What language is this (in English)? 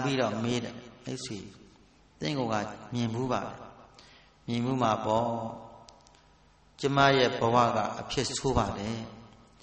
Burmese